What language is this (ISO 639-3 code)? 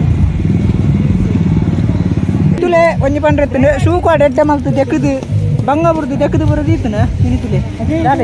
tcy